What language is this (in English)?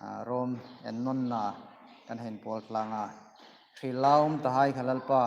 Hmar